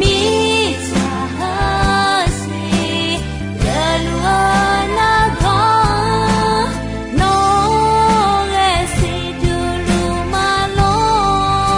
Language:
Akha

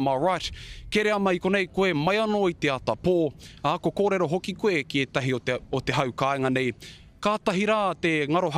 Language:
Māori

